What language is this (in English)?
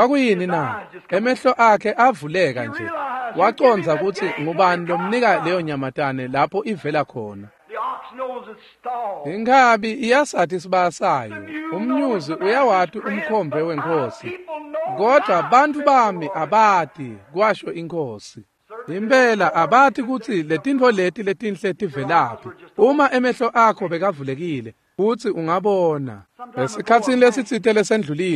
Swati